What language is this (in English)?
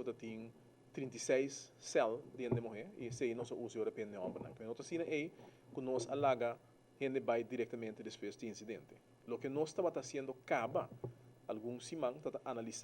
Papiamento